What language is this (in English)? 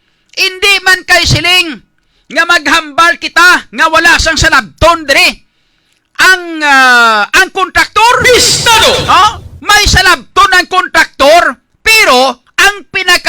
Hiligaynon